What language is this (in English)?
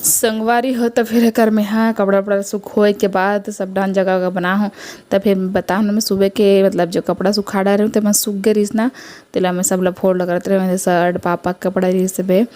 Chhattisgarhi